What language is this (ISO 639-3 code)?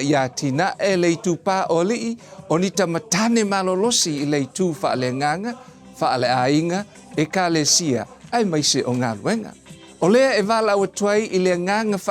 smo